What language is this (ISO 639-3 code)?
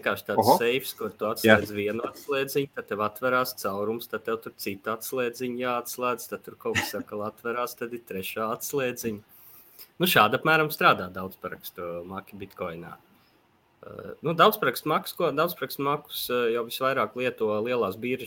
lav